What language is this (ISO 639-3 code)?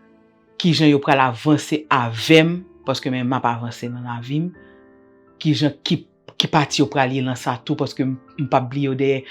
hat